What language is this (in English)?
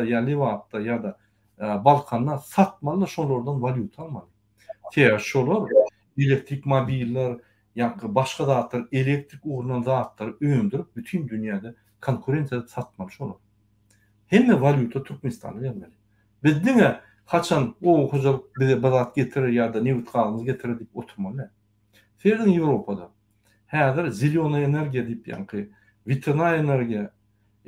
Turkmen